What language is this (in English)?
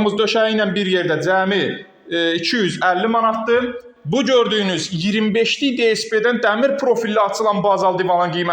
Azerbaijani